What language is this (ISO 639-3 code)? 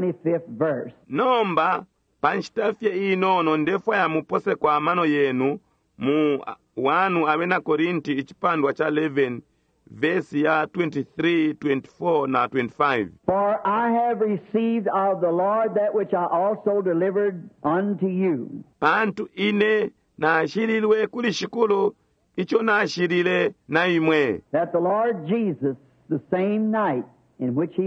bem